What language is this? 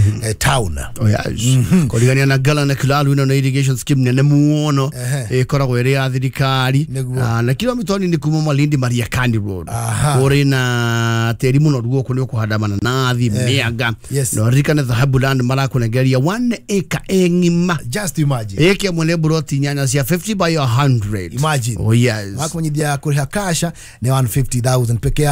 Kikuyu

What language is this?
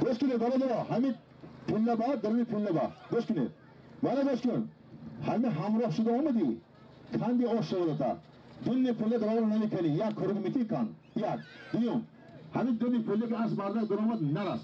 Tajik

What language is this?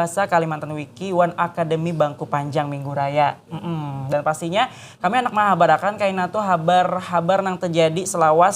Banjar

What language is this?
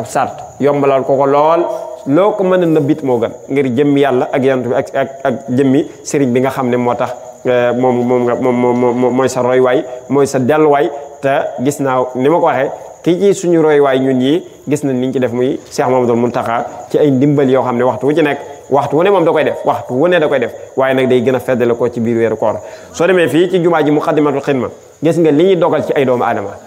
Wolof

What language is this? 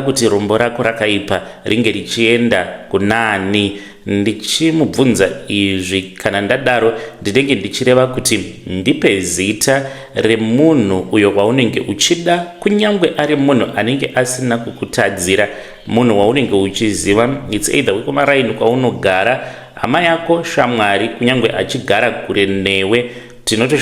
Shona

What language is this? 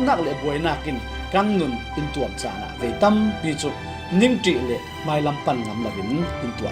Falam Chin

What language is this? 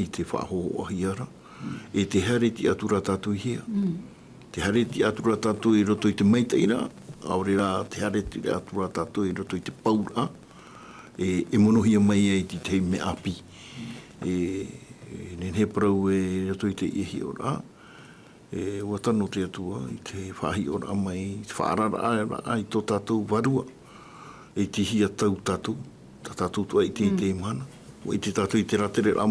Tahitian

